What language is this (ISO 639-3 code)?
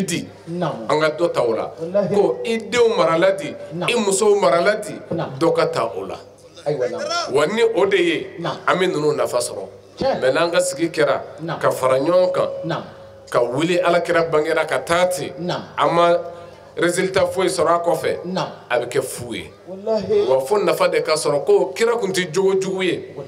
bam